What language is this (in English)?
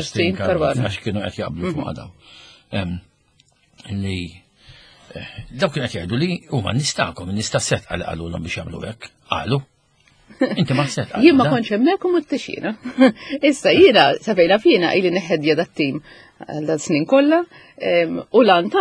Maltese